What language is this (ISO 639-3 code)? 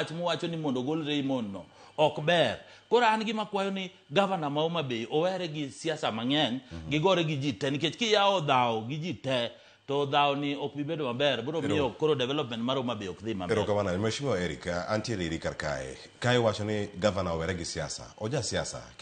luo